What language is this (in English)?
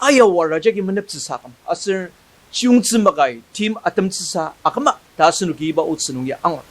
Ao Naga